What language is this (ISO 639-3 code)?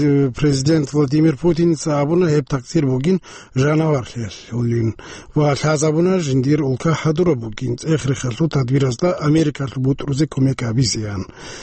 ava